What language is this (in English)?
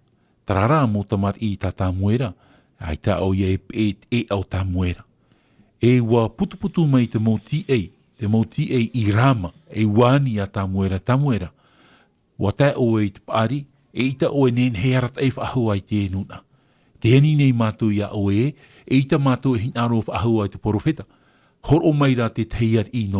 Tahitian